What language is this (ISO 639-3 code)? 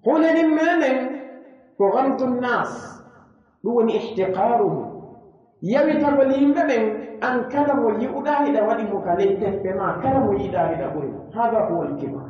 fuf